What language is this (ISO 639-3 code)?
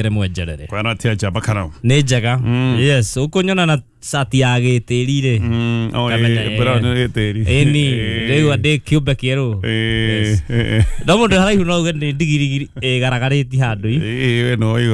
kik